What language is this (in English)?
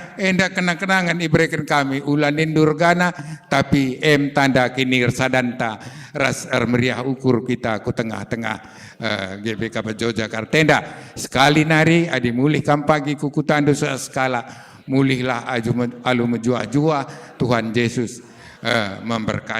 Batak Karo